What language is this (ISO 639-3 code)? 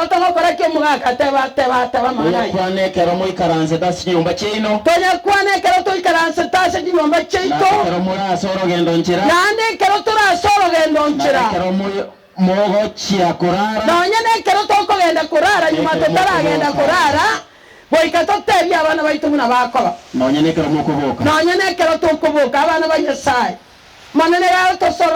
guz